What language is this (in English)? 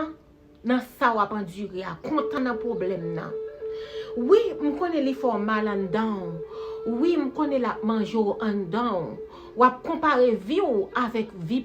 Haitian Creole